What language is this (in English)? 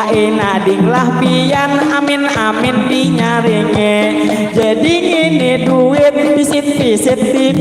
Banjar